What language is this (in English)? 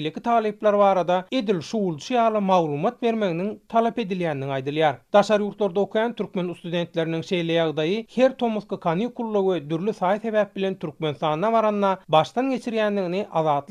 Turkmen